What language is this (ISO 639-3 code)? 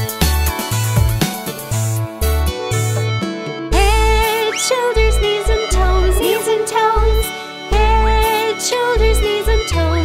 eng